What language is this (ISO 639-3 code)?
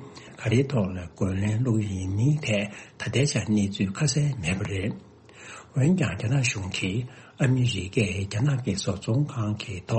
bod